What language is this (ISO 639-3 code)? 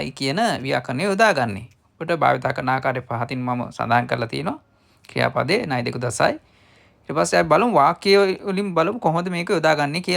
sin